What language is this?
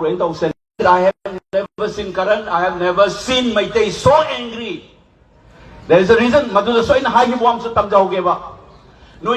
Manipuri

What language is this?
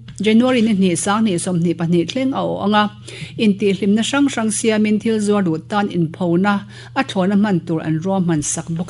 Mizo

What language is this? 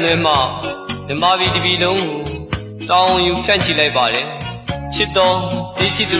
Burmese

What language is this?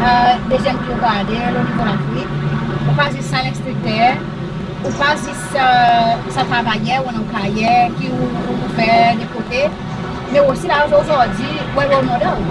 Seselwa Creole French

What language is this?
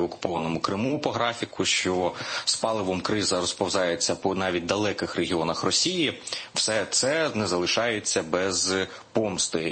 Ukrainian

